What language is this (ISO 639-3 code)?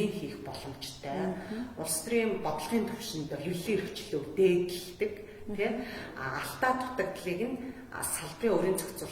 mon